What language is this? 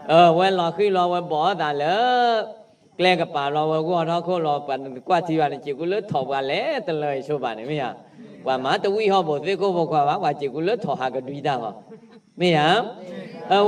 S'gaw Karen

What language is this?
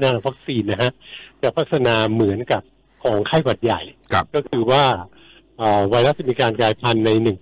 Thai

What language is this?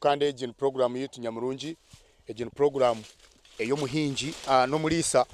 Nyankole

